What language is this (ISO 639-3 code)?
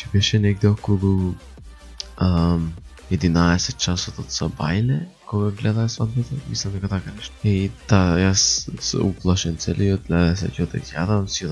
mkd